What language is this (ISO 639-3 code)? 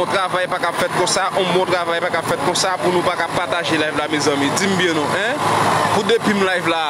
hat